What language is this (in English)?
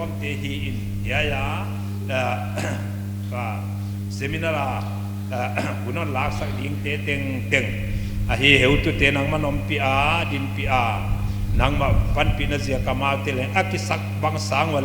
Paite Chin